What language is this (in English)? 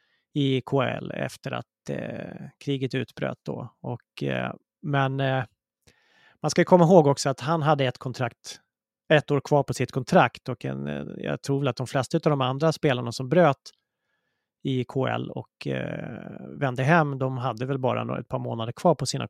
Swedish